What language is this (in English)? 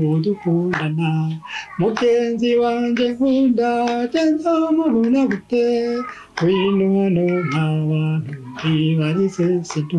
Rundi